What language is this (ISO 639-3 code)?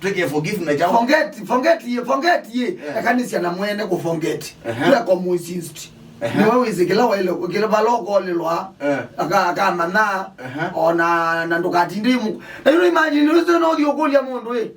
kam